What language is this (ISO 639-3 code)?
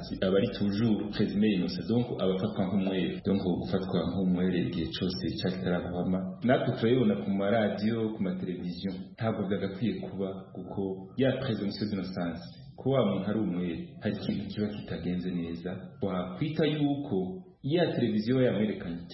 kin